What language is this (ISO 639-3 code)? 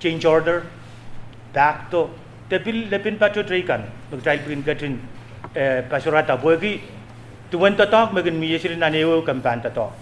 pon